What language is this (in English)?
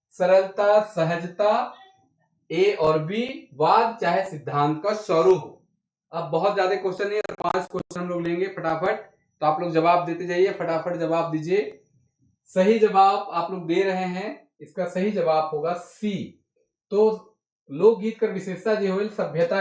Sadri